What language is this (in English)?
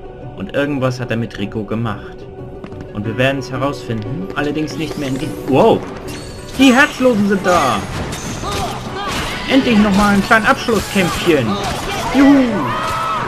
German